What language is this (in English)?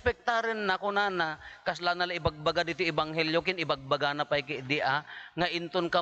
Iloko